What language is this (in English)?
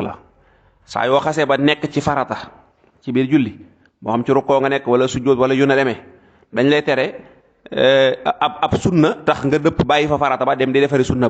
Wolof